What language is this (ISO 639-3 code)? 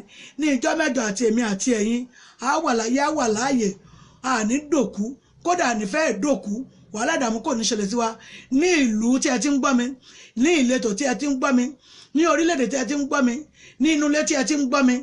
yor